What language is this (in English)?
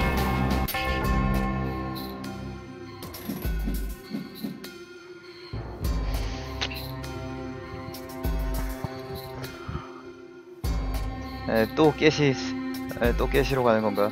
Korean